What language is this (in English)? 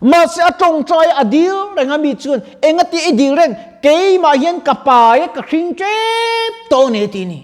Mizo